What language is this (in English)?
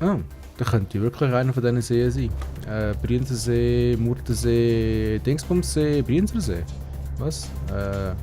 Swiss German